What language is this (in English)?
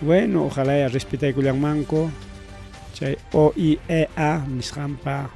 Ayacucho Quechua